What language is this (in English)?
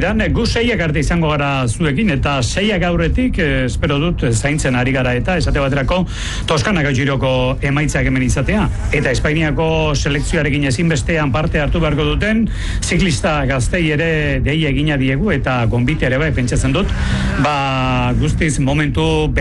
Basque